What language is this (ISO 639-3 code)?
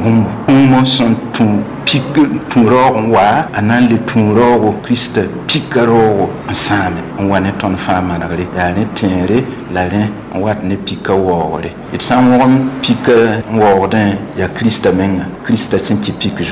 mos